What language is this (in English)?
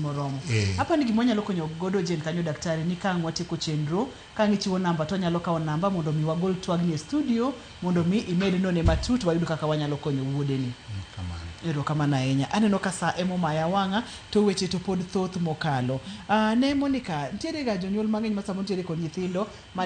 Luo (Kenya and Tanzania)